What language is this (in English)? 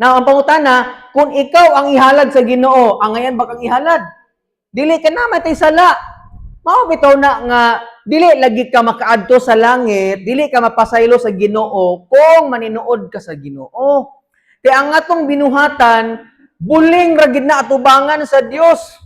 Cebuano